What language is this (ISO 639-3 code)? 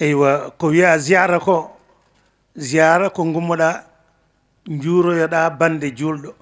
ful